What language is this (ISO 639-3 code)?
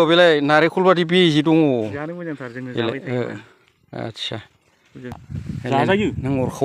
brx